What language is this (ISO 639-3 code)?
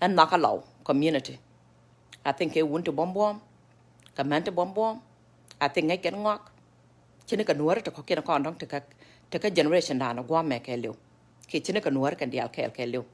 nus